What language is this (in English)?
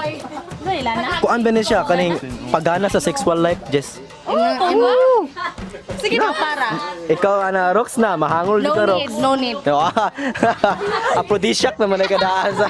Cebuano